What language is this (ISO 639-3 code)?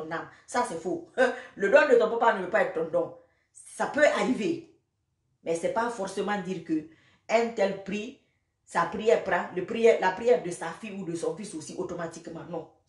fra